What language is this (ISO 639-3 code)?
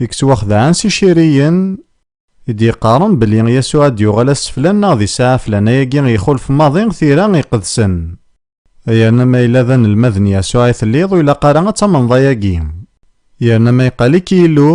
kab